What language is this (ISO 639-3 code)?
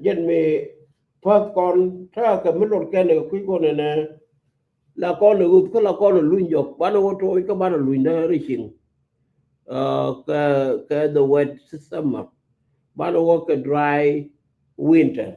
nus